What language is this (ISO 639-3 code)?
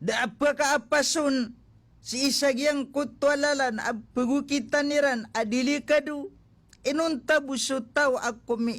mrw